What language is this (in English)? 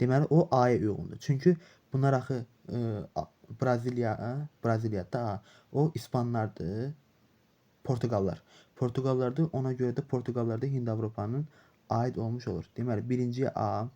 Azerbaijani